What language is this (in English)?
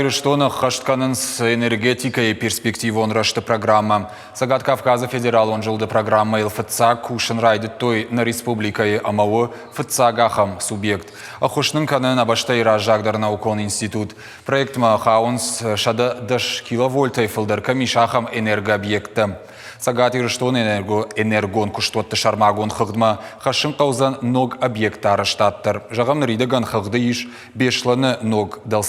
Ossetic